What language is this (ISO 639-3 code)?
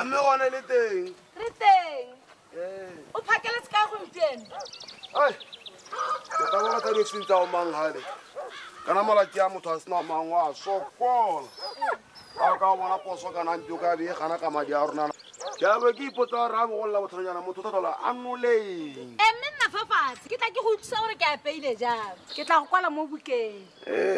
tsn